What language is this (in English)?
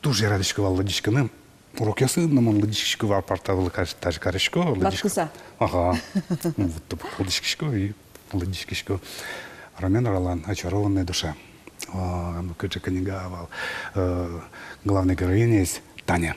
Udmurt